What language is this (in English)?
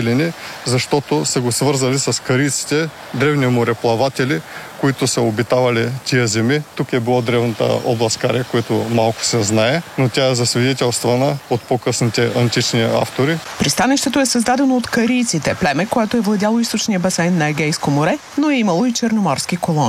Bulgarian